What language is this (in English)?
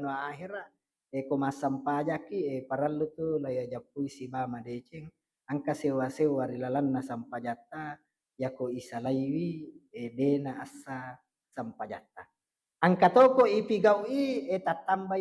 Buginese